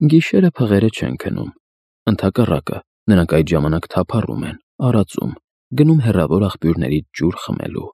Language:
Armenian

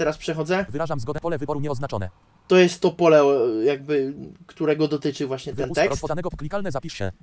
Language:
Polish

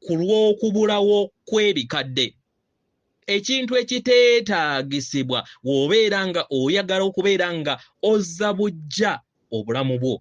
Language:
Ganda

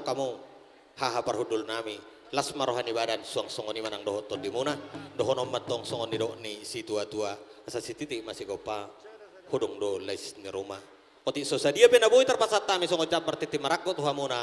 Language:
Batak Toba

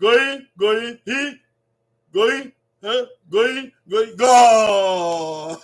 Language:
Bini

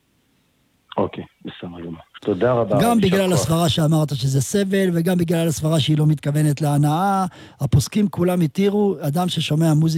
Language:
Hebrew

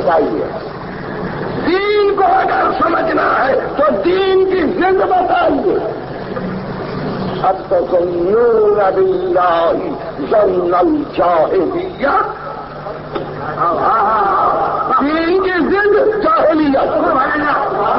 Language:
Urdu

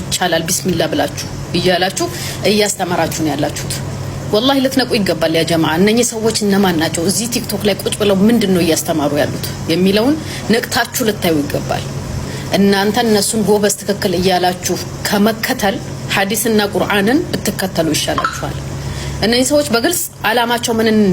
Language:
Amharic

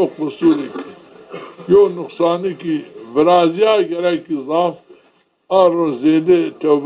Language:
Zaza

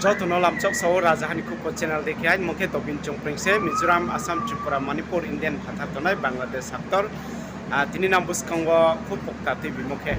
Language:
Riang (India)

